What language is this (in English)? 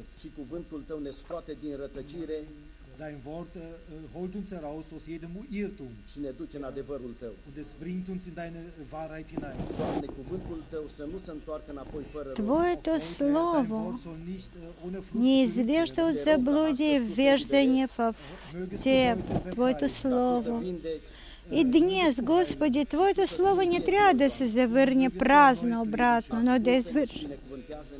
Bulgarian